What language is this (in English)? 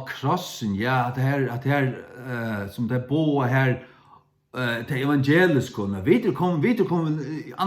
Faroese